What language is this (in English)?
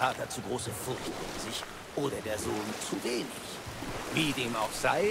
German